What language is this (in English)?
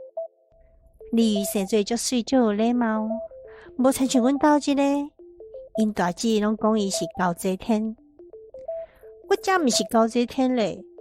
Min Nan Chinese